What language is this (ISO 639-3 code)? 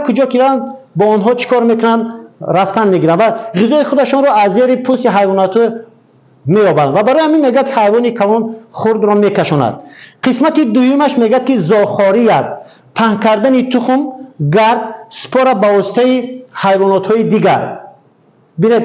tgk